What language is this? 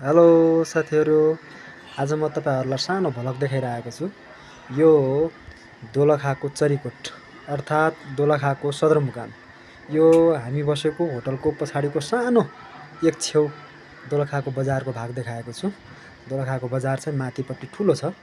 Nepali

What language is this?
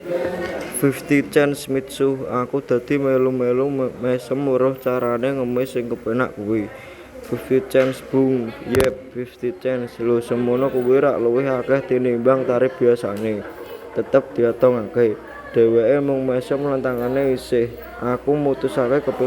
Javanese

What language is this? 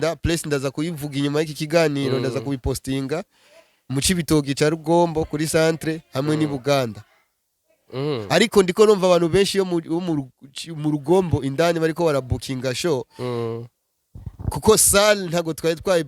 Rundi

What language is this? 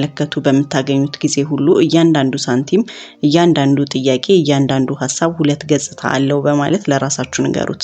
Amharic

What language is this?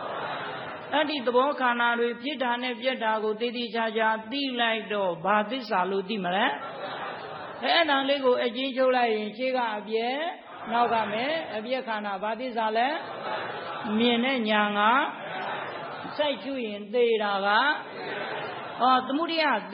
Burmese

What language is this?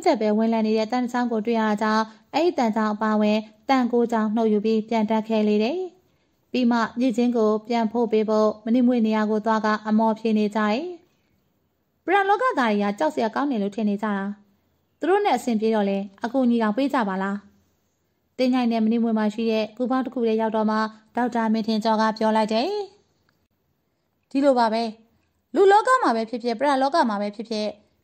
Burmese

